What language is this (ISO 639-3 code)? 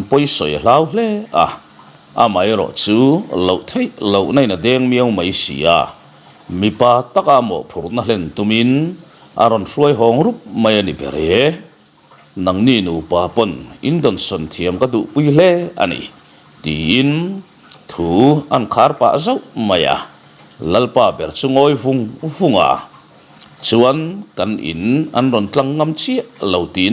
lus